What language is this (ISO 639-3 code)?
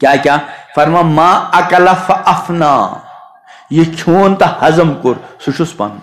kas